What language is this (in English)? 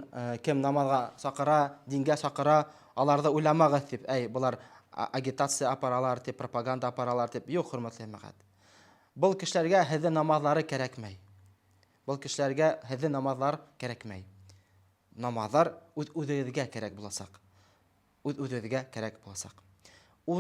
Bashkir